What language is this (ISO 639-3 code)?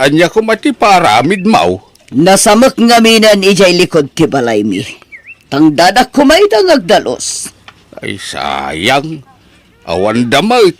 ilo